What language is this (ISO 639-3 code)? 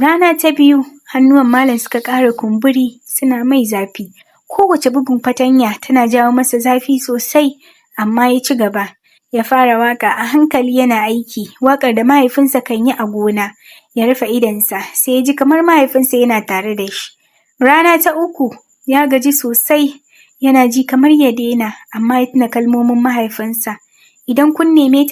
hau